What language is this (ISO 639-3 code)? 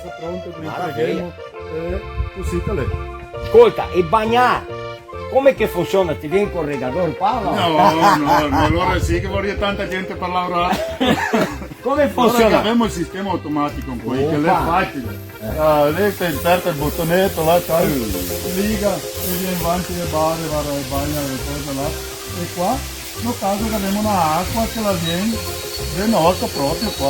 vec